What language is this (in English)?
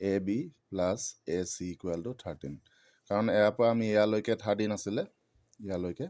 Assamese